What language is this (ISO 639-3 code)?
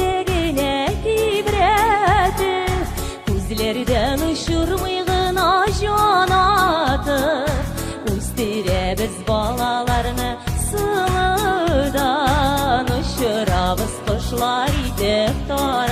bak